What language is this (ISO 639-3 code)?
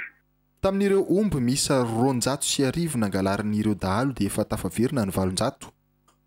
mlg